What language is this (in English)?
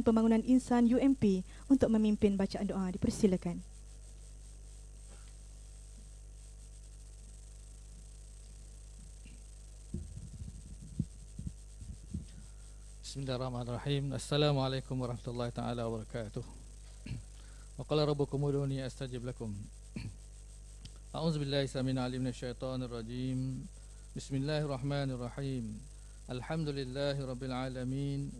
Malay